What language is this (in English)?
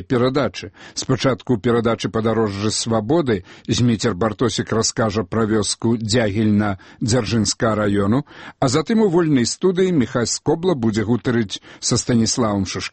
Belarusian